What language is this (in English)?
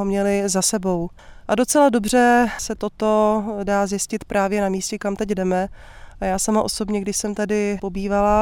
Czech